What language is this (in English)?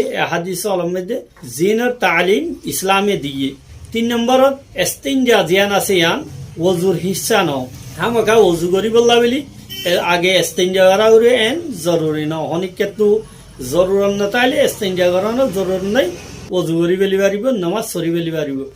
Rohingya